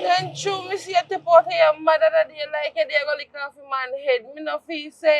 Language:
Jamaican Creole English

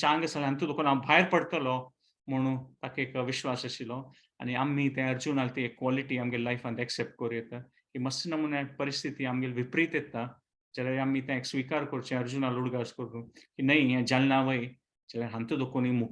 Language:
Konkani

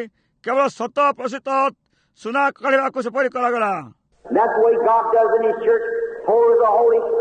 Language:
Odia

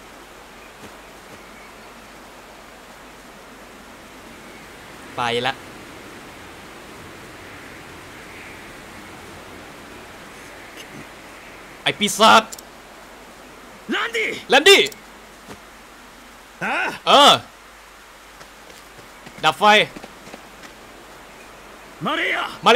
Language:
Thai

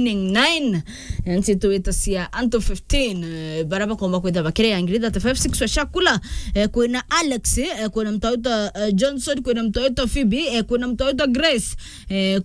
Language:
Meru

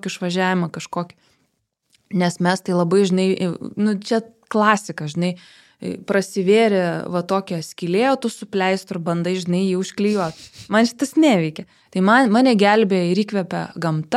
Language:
Lithuanian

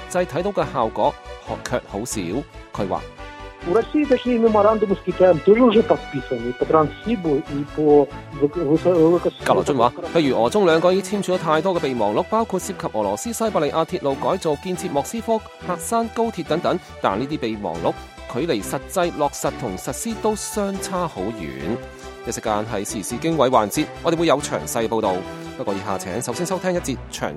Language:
Cantonese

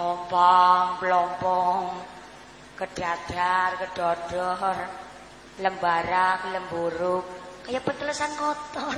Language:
Javanese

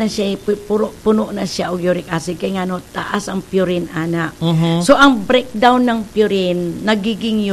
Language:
Cebuano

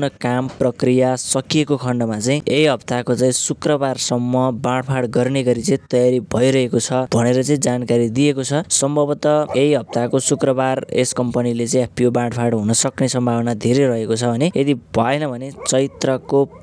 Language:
Nepali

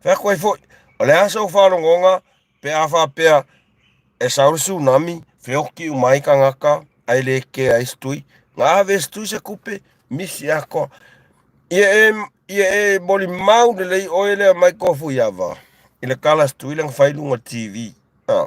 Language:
Samoan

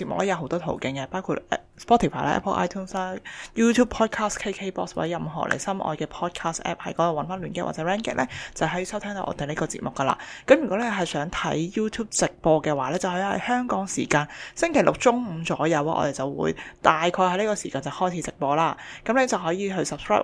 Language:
Cantonese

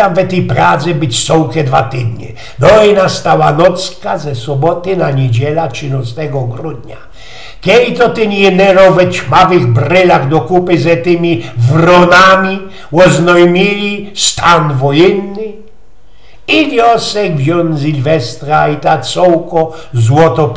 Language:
Silesian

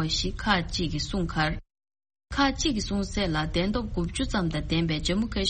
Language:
Tibetan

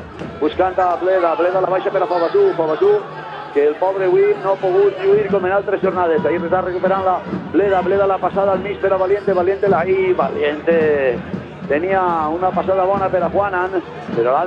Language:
Catalan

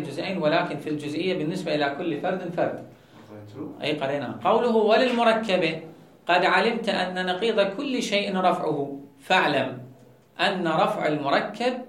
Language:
Mesopotamian Arabic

